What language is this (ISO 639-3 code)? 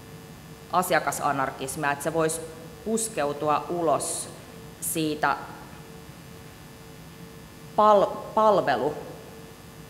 fin